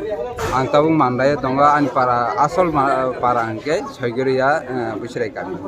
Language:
Kok Borok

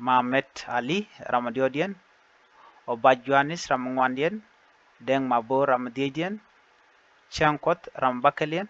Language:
Nuer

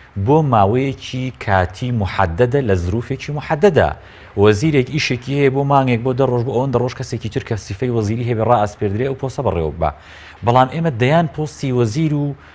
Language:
Central Kurdish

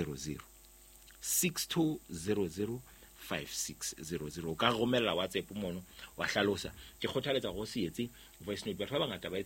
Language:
Southern Sotho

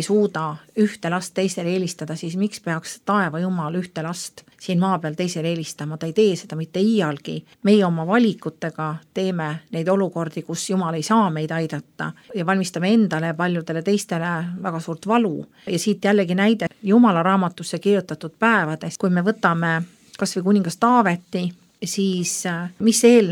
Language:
Estonian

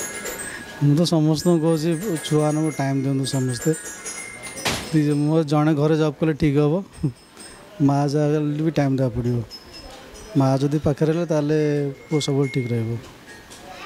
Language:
Odia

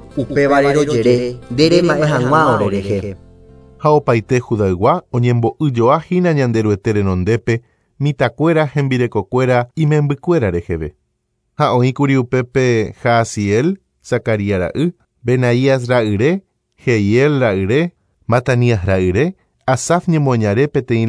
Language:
Guarani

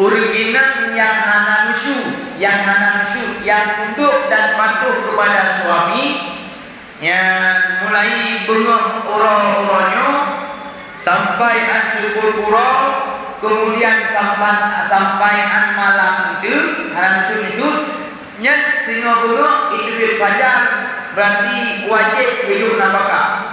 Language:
Achinese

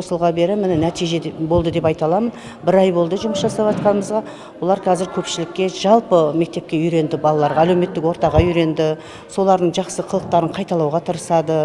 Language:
Kazakh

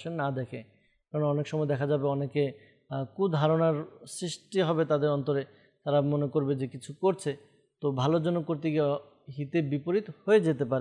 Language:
Bangla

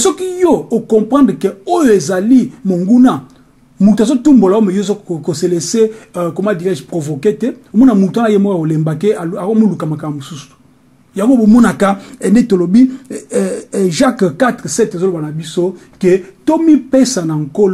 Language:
Lingala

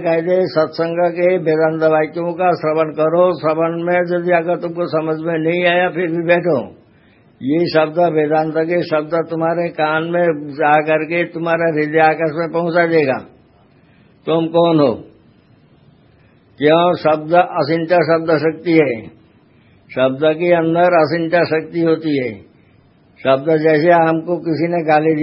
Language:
Hindi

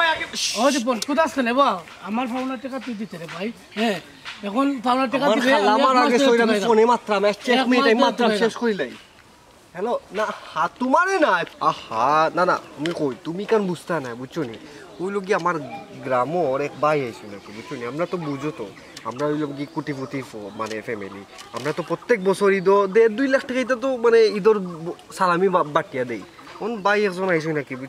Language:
Sylheti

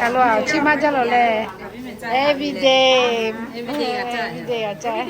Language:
Lahu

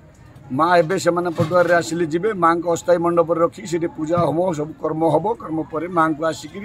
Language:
Odia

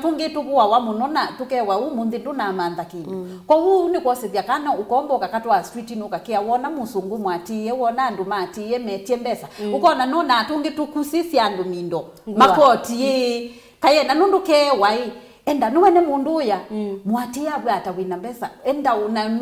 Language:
Kamba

